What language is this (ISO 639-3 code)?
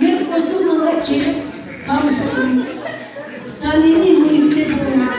crh